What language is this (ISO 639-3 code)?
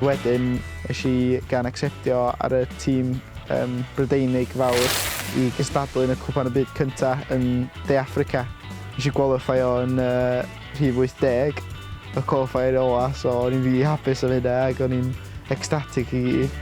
cym